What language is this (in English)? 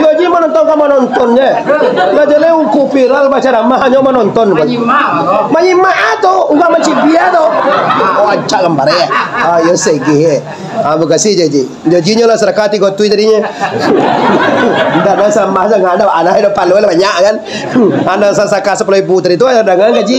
Minangkabau